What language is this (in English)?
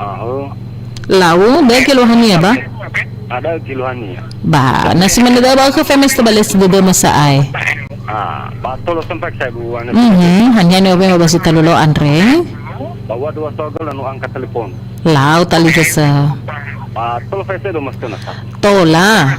Nias